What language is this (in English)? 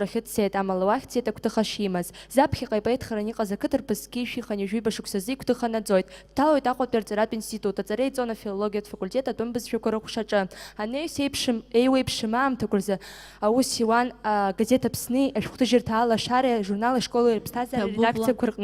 Abkhazian